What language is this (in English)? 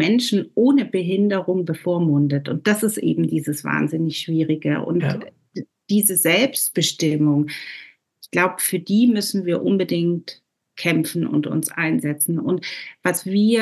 German